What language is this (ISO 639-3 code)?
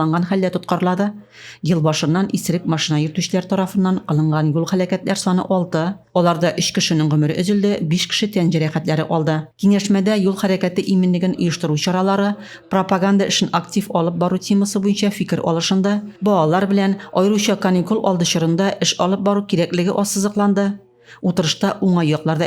tat